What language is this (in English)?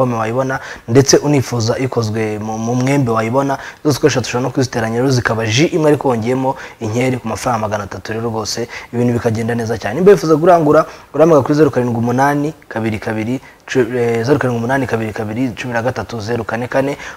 Kinyarwanda